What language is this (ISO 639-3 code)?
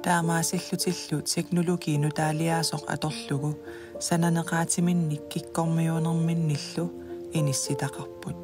kal